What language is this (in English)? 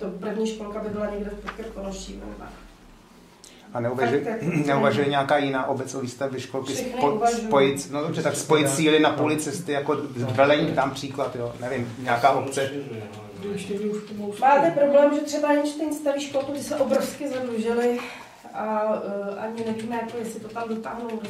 Czech